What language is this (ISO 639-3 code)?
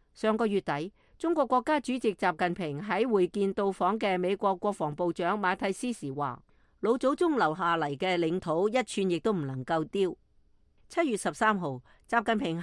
yue